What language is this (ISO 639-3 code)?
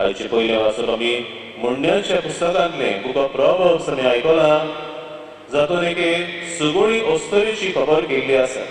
kok